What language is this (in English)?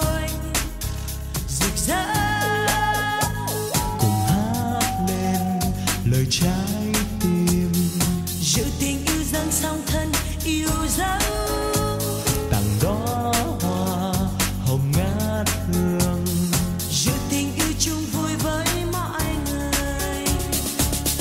Vietnamese